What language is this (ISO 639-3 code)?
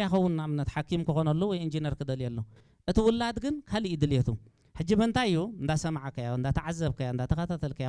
tir